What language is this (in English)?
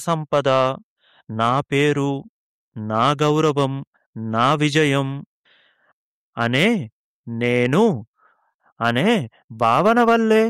Telugu